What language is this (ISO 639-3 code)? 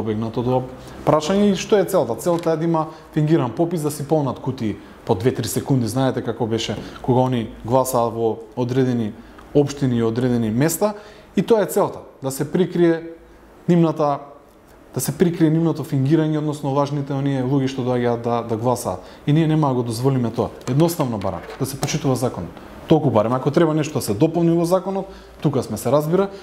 mkd